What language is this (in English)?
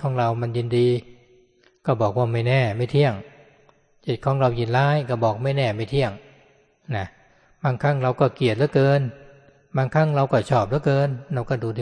Thai